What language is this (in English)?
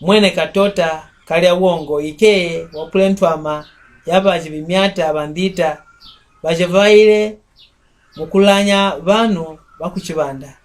Mbunda